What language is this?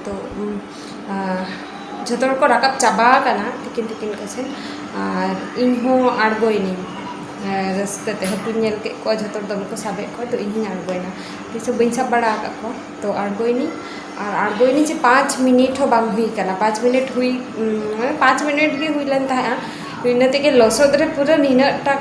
Santali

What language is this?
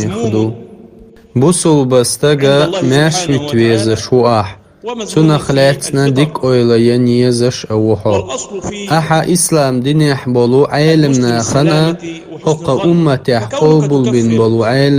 Chechen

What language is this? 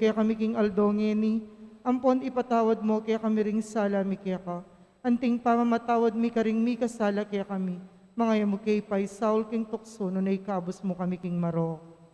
Pampanga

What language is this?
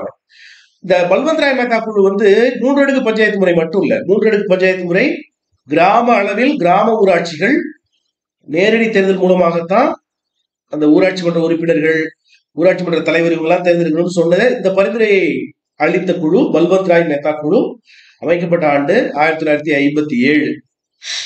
Tamil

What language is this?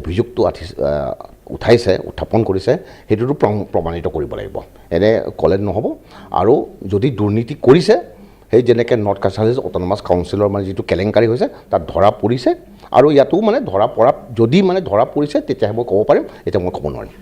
Assamese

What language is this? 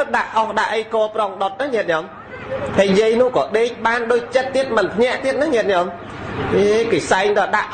Khmer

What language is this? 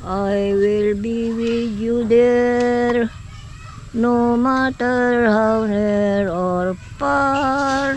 Iloko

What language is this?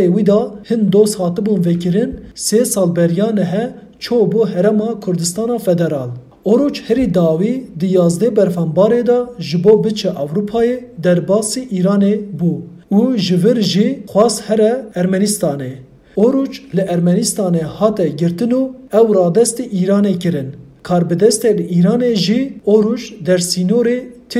Kurdish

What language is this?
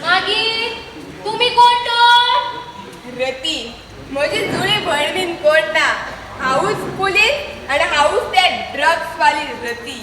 Konkani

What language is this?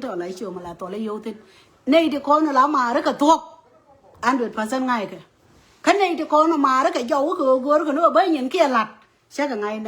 Nuer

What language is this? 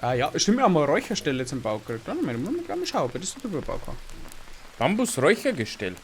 Bavarian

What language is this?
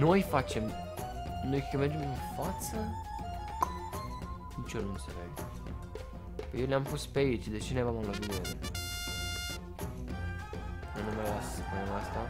Romanian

